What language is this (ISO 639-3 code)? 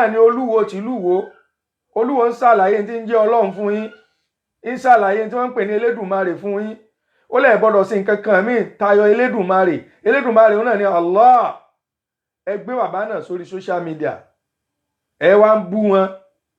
yor